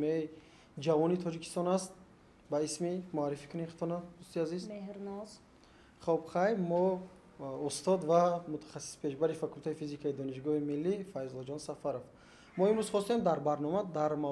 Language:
Tajik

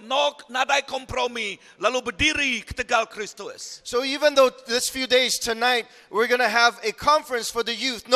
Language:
Iban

